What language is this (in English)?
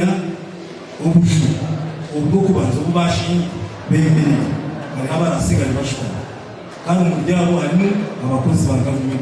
Nyankole